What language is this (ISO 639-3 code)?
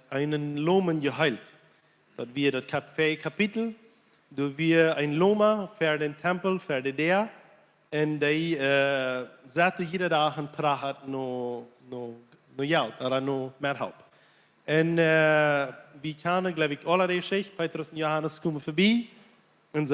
pdt